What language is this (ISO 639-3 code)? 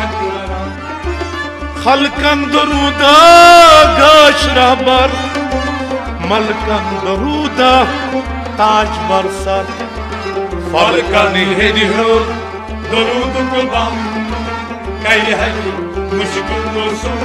kas